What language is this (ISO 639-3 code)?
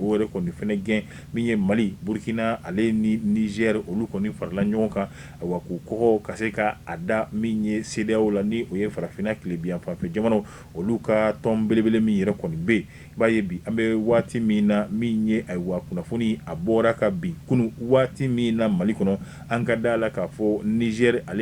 bam